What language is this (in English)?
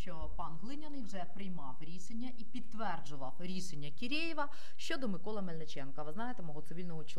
Ukrainian